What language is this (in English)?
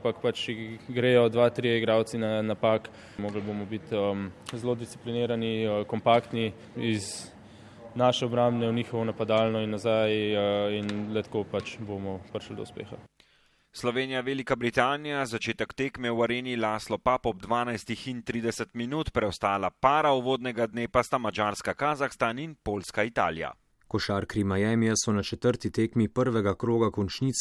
Slovenian